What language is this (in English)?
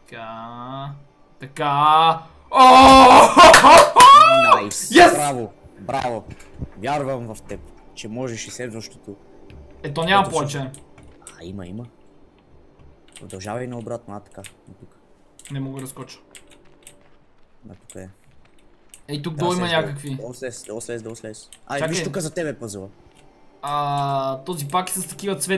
Bulgarian